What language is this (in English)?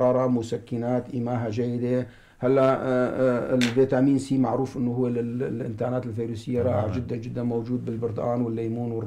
North Levantine Arabic